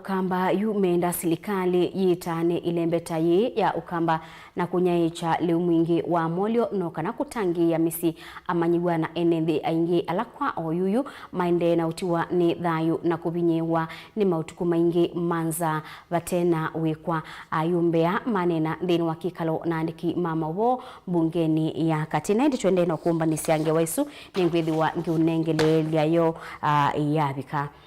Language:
Kamba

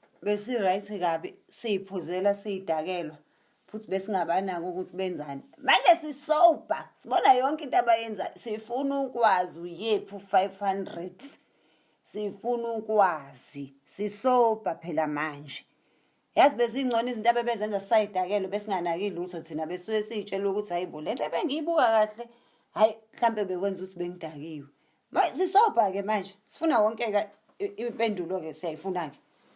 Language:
Zulu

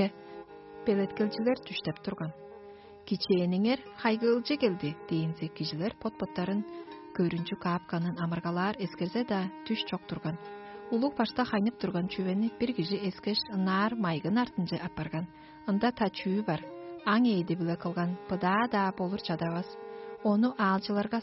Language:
Tuvinian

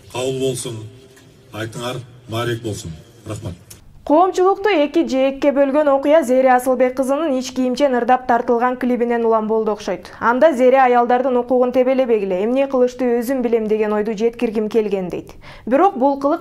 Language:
Kyrgyz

